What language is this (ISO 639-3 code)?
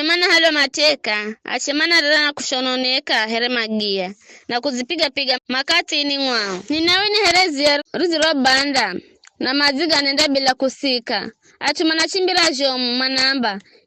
nyf